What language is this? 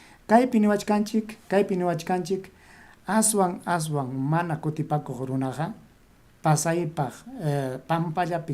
Ayacucho Quechua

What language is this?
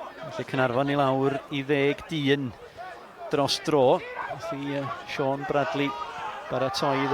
Welsh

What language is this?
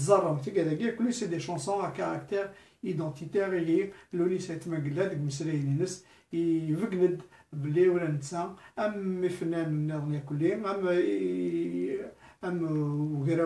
Kabyle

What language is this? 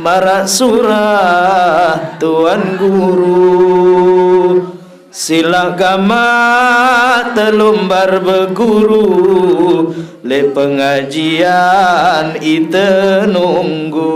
Sasak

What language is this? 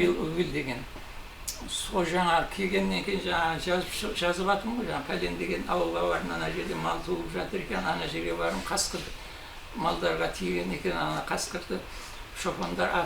Kazakh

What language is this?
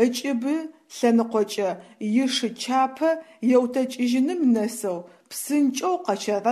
Adyghe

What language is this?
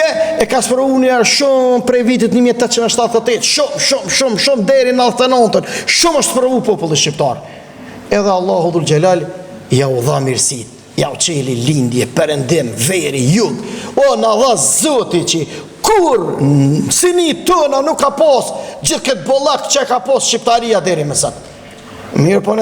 Albanian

